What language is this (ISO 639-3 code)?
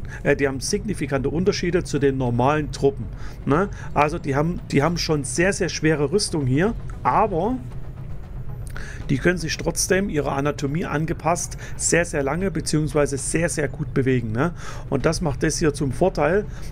deu